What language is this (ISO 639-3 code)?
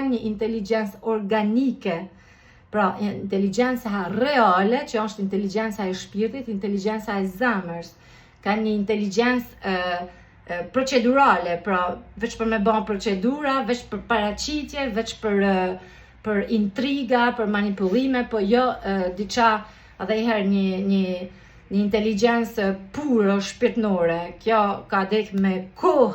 sqi